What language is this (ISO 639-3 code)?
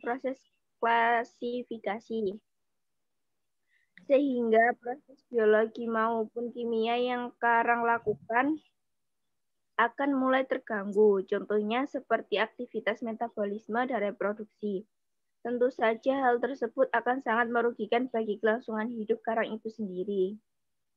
ind